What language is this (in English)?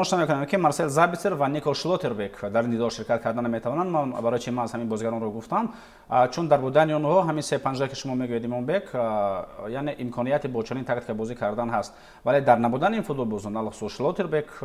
Tajik